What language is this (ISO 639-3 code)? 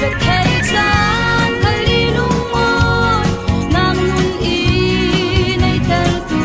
cfm